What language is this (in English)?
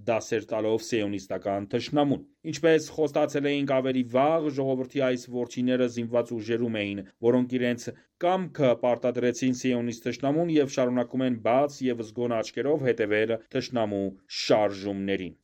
Armenian